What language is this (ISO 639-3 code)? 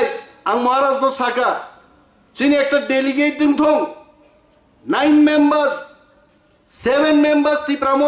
trp